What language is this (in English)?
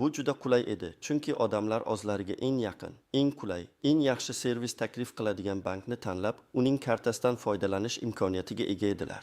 Uzbek